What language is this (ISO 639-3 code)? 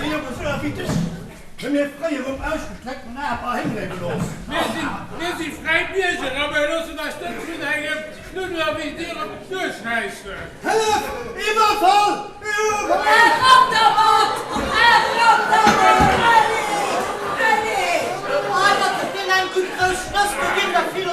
ltz